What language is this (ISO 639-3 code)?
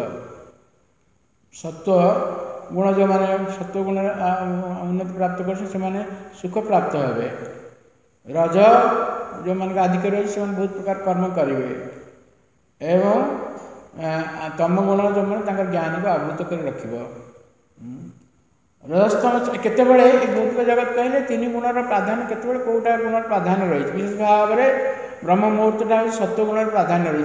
ori